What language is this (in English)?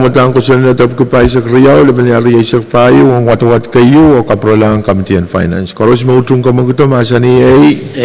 Pohnpeian